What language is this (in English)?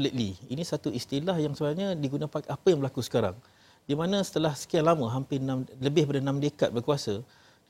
Malay